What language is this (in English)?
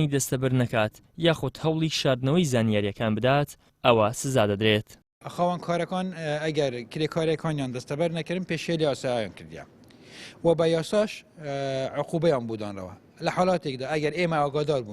Central Kurdish